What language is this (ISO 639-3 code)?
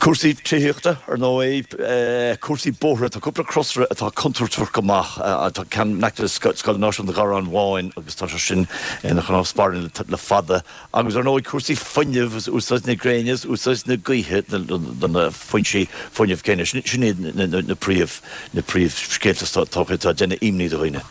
gle